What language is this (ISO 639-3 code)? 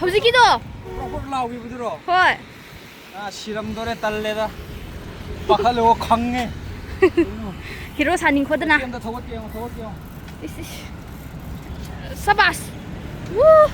mni